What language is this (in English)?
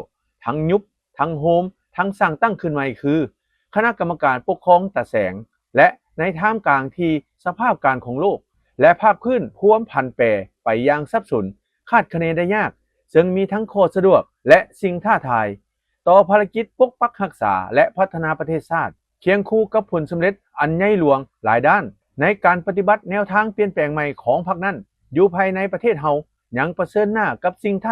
Lao